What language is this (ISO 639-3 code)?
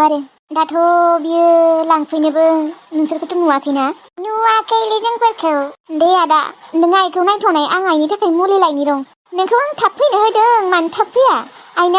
brx